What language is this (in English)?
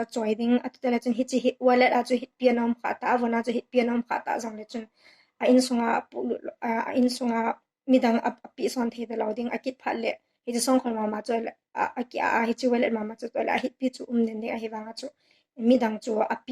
Thado Chin